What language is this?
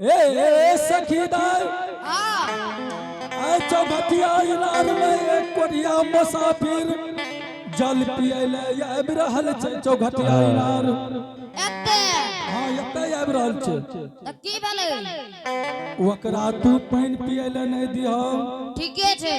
Angika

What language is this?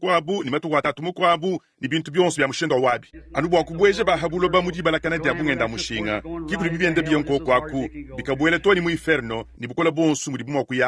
Luba-Lulua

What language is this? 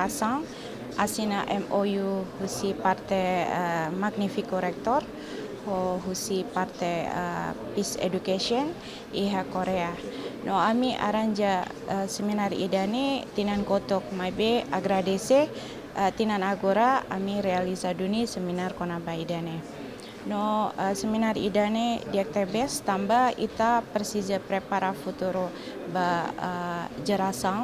Tetum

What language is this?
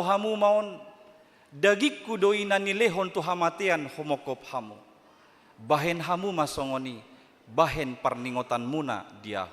Batak Toba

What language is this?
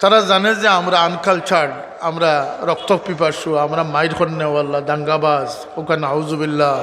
Sylheti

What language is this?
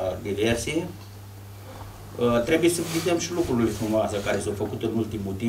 Romanian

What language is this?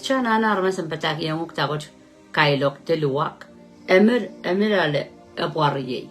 Pohnpeian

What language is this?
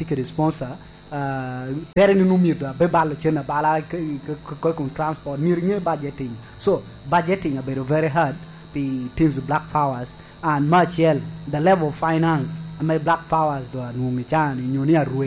Lango (Uganda)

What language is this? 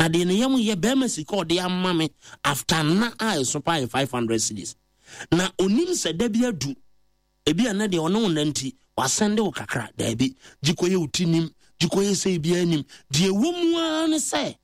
Akan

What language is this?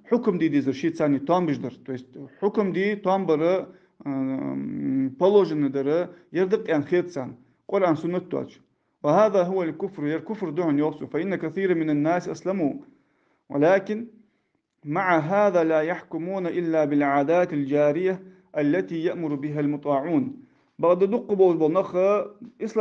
Ingush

